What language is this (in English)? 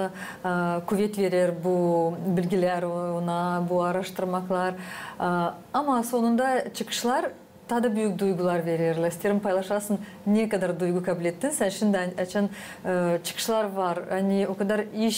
Gagauz